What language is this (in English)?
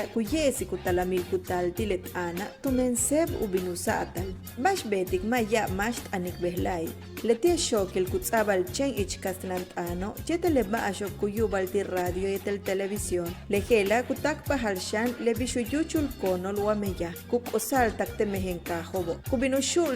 Yucateco